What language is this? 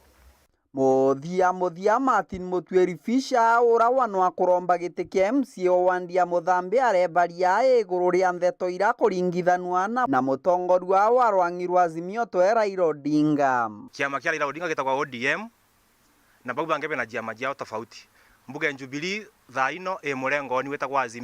Meru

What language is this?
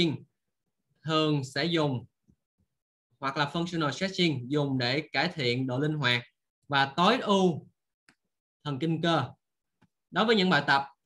Vietnamese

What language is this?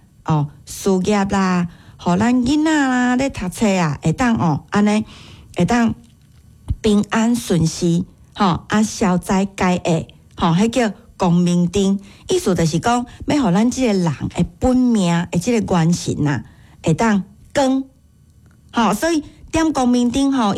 Min Nan Chinese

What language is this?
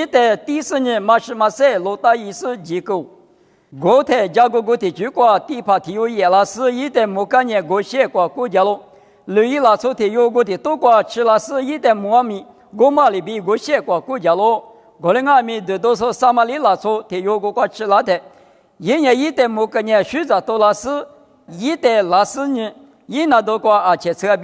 Lisu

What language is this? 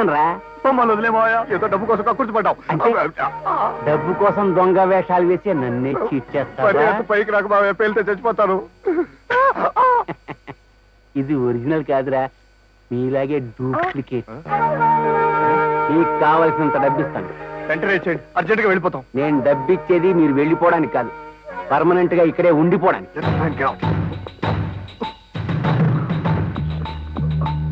Telugu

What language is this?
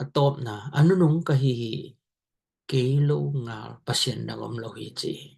Tedim Chin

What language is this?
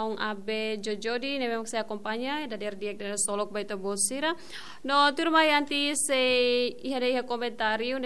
Tetum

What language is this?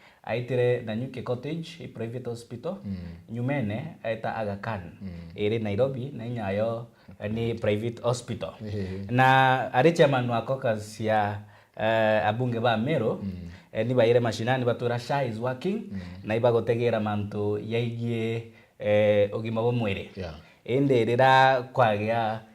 Meru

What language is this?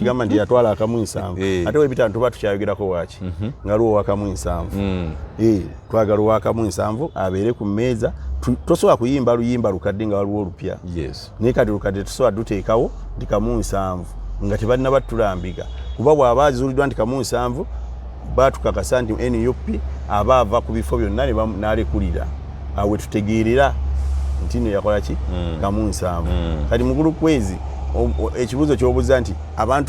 Ganda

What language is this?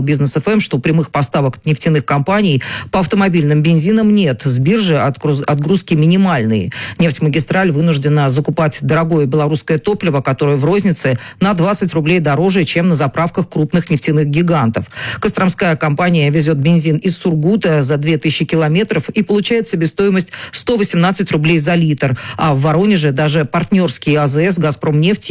Russian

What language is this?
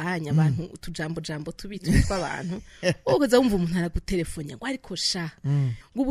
Rundi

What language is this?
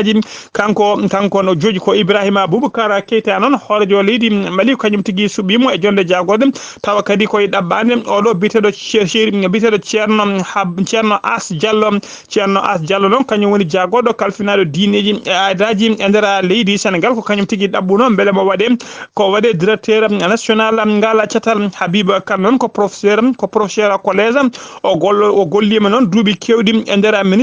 Fula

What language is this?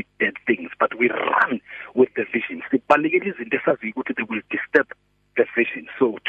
English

